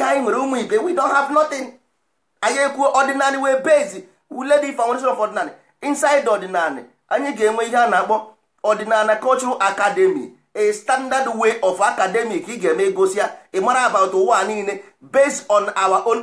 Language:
Igbo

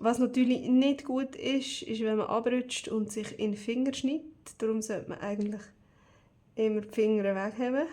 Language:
Swiss German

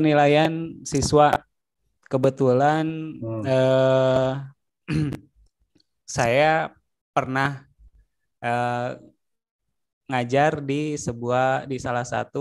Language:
Indonesian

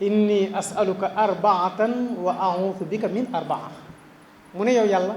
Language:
Wolof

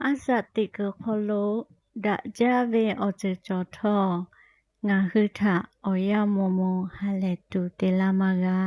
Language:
Lahu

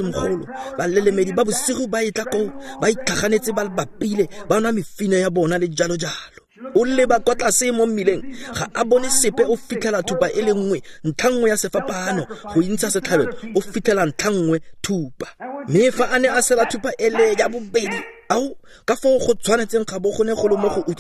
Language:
Tswana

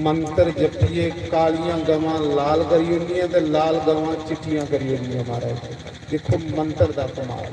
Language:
Dogri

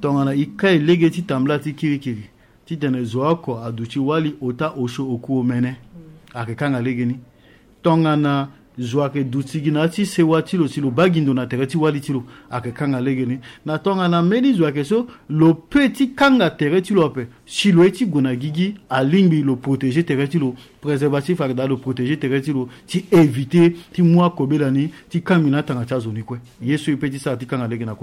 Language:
Sango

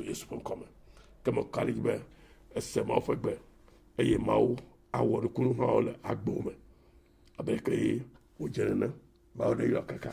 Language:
Ewe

